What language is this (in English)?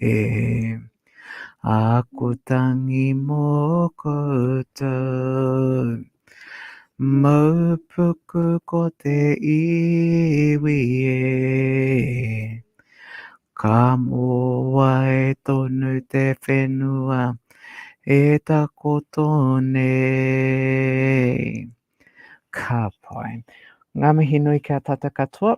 Māori